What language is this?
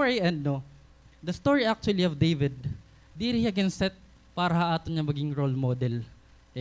Waray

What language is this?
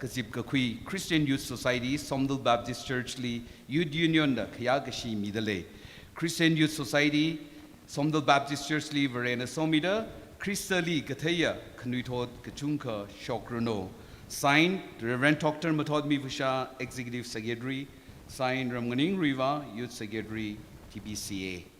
Tangkhul Naga (India)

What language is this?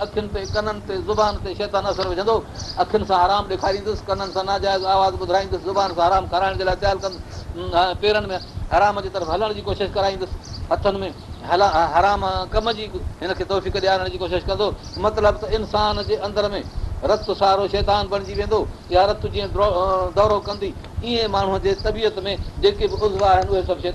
Sindhi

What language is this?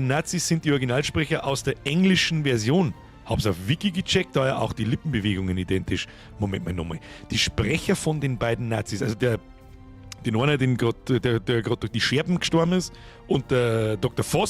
Bavarian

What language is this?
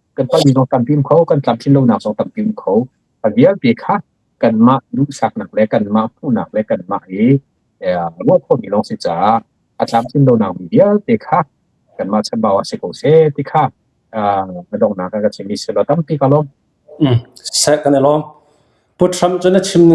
Hakha Chin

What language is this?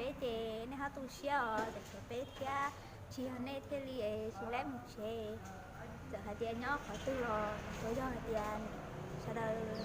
Hmong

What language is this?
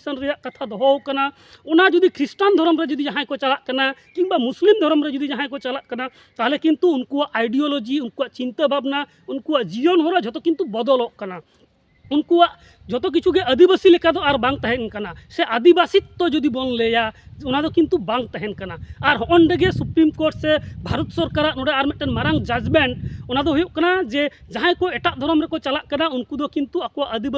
Santali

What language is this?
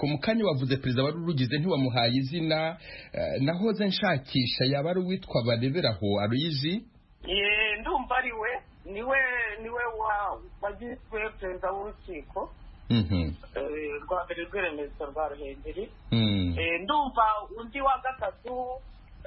Kinyarwanda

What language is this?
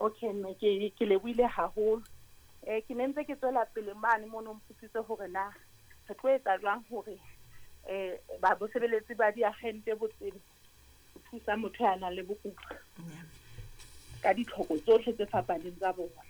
Southern Sotho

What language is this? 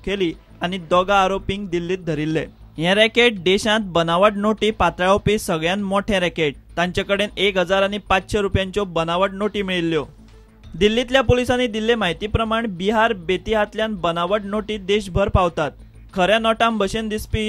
Konkani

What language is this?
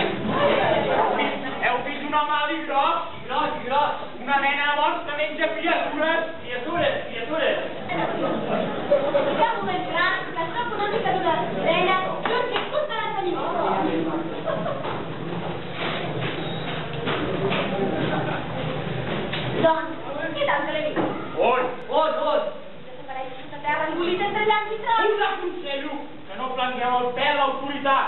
Catalan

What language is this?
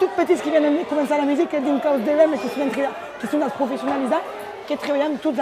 Occitan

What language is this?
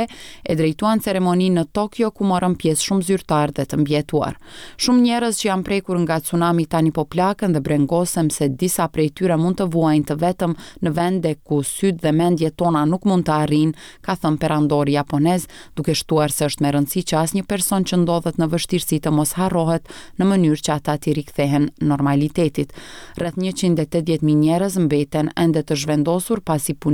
Albanian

